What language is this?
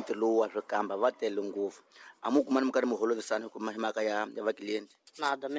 Tsonga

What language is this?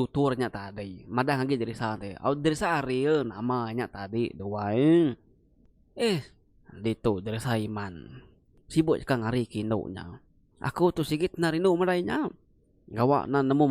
Iban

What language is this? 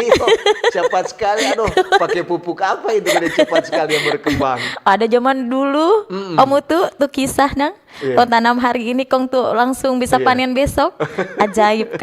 Manado Malay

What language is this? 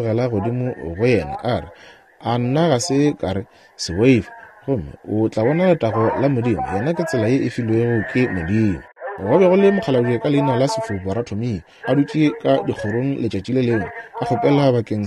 Northern Sotho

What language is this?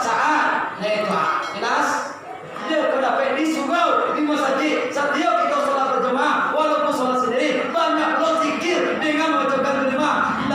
Minangkabau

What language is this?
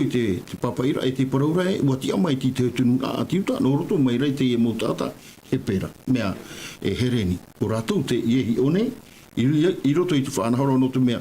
Tahitian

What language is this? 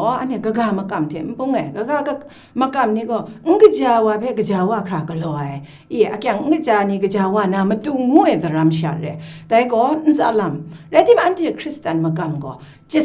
Kachin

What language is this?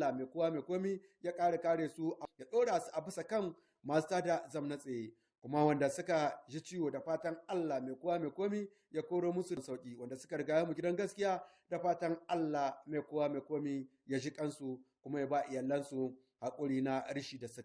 Hausa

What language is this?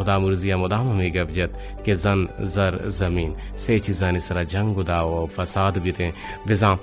Eastern Balochi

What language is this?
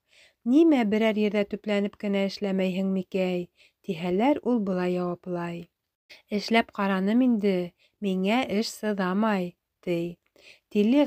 Bashkir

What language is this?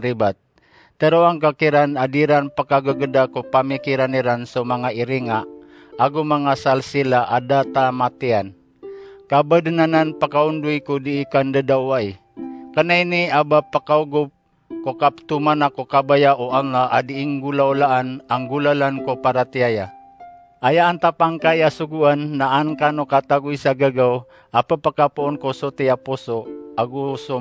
Maranao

